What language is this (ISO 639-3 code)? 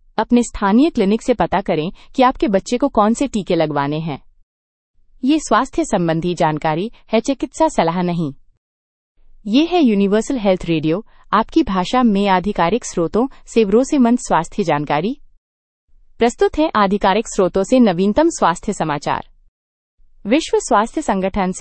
hin